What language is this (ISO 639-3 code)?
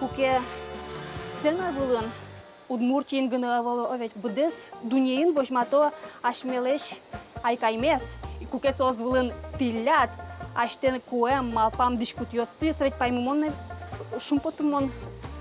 udm